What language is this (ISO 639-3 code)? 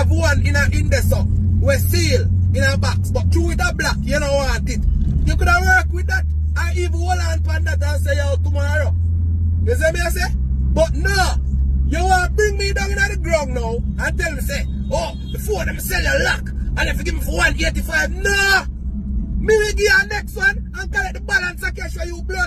jam